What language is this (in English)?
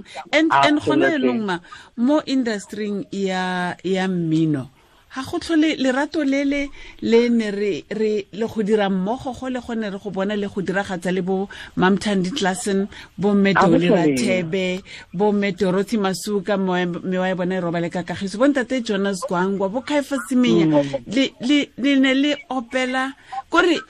Tswana